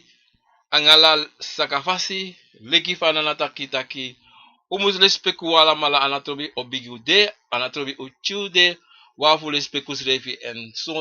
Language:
Sranan Tongo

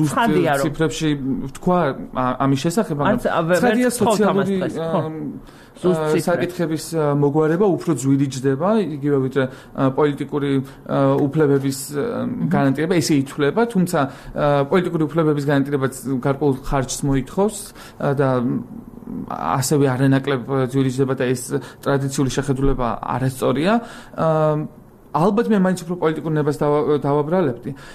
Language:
Georgian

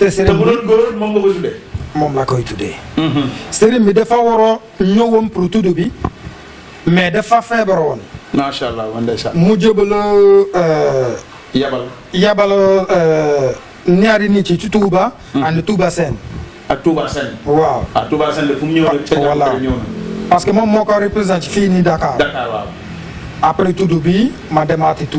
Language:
Wolof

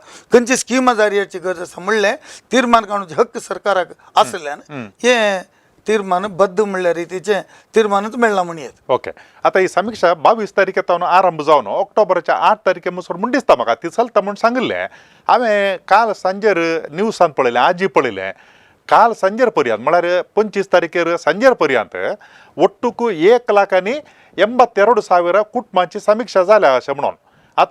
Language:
Konkani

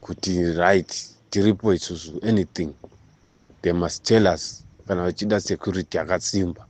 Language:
Shona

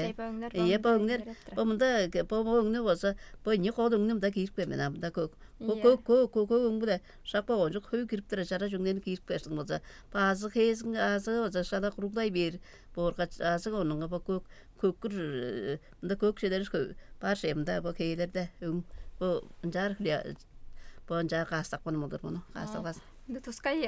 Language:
Tuvinian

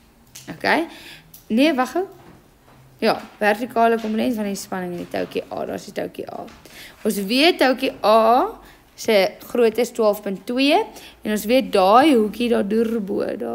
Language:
Afrikaans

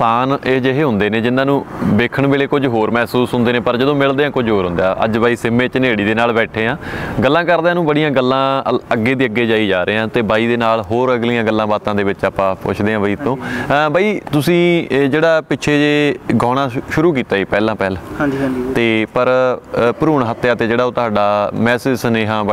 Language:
Punjabi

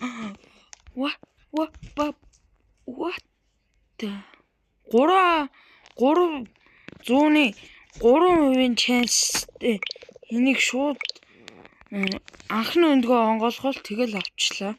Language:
Mongolian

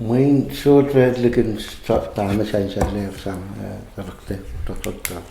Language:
Pohnpeian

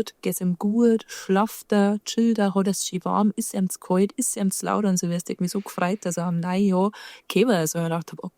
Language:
Bavarian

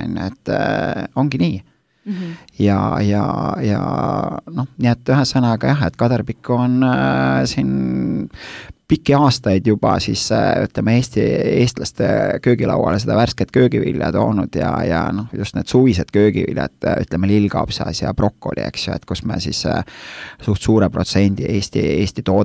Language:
Estonian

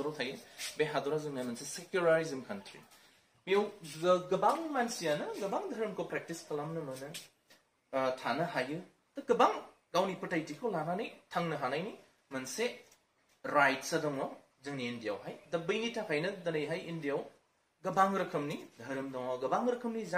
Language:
Bodo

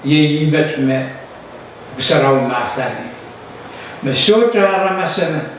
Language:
Pohnpeian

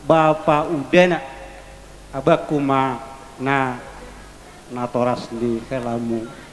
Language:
Batak Simalungun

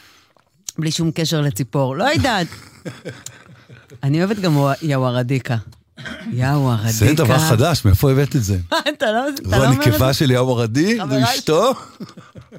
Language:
Hebrew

